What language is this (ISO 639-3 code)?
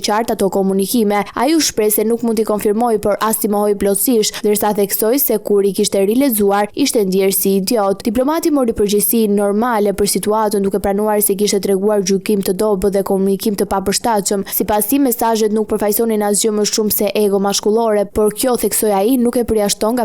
sqi